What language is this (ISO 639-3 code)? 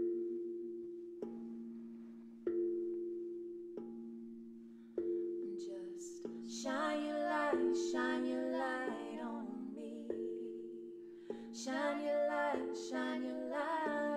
eng